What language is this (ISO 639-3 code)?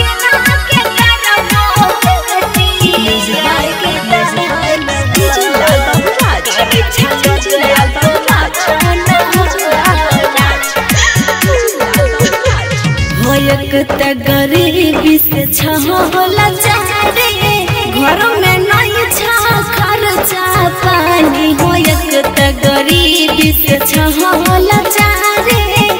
bho